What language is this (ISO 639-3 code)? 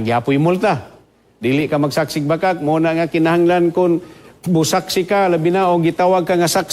ceb